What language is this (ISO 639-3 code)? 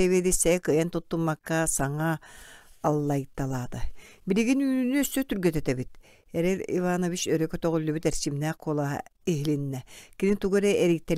sah